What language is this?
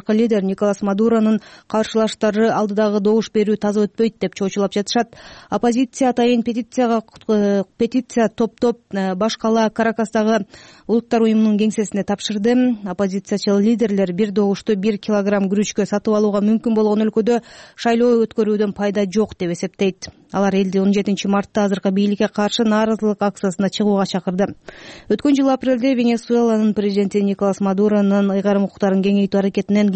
Kyrgyz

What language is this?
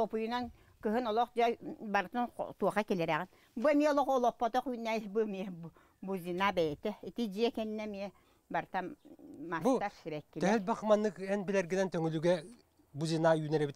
Yakut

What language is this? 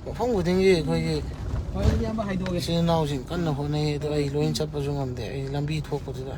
Manipuri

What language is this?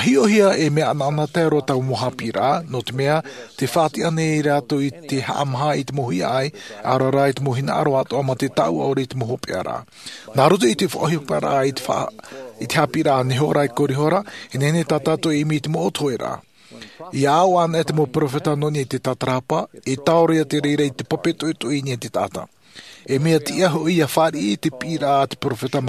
Tahitian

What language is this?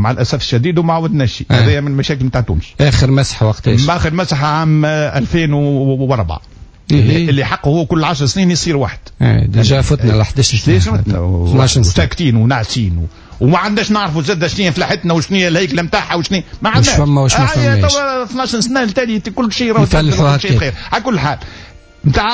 Tunisian Arabic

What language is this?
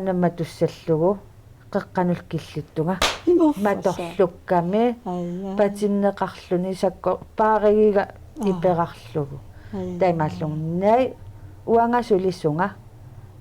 Kalaallisut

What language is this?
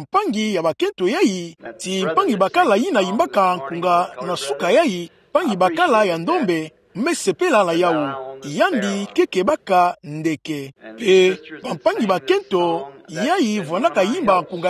Kituba (Democratic Republic of Congo)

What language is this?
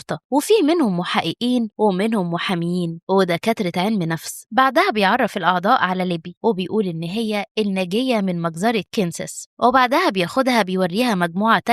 Egyptian Arabic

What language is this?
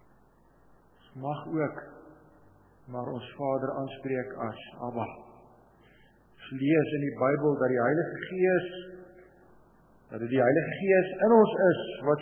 Afrikaans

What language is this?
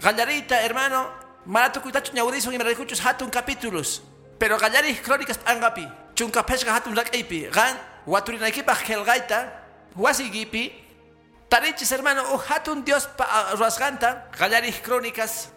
Quechua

